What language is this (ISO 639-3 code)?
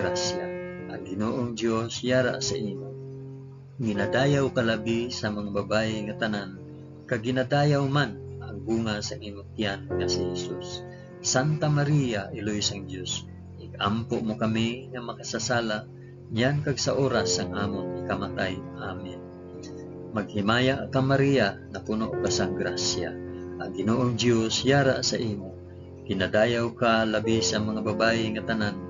hil